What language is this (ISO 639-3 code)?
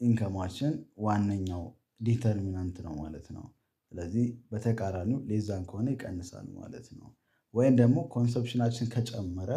amh